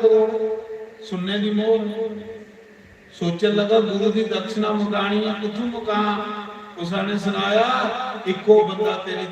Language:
Dogri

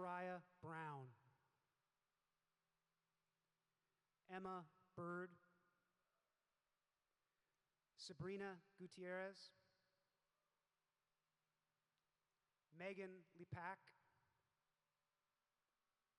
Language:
English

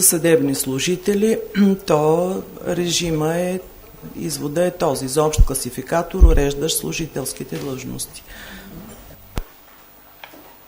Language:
Bulgarian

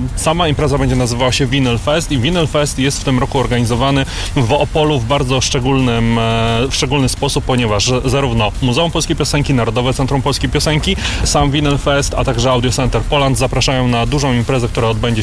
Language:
Polish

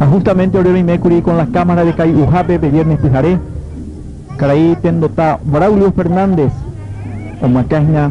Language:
Guarani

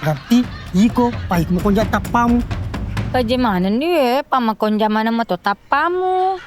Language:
Buginese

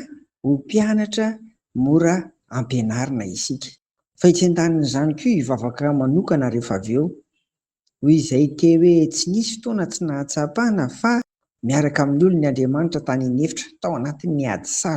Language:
Malagasy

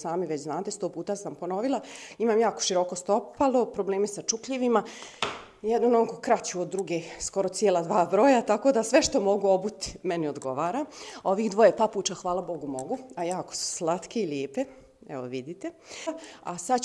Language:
Bosnian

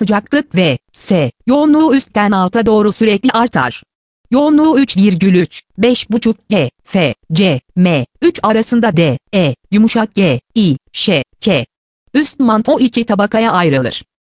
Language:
Turkish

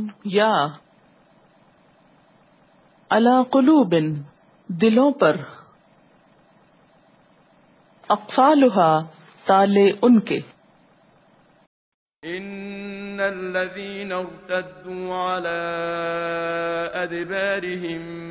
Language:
Urdu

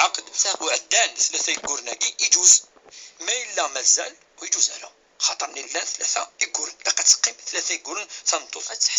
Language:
Kabyle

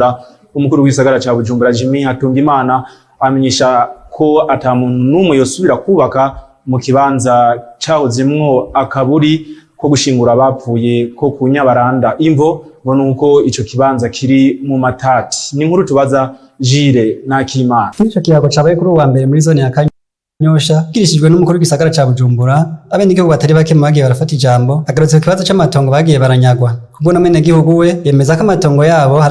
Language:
Rundi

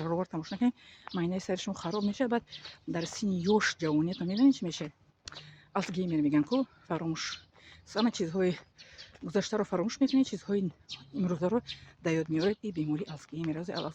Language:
Tajik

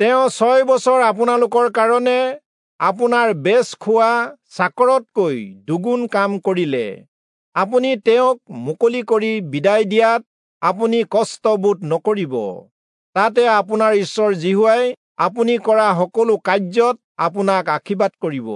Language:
Assamese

